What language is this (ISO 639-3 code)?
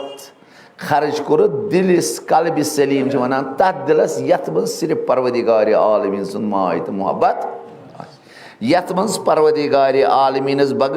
kas